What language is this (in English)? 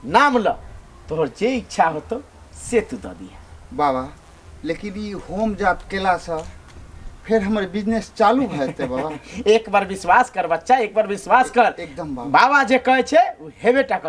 Maithili